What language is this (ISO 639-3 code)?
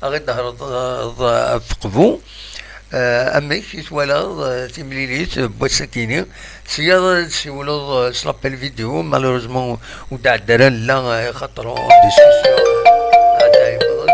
kab